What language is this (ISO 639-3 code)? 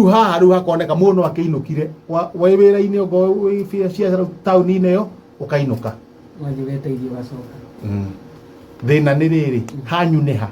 kik